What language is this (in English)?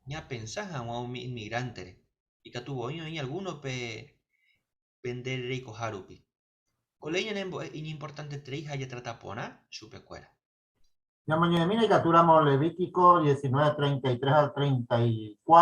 Guarani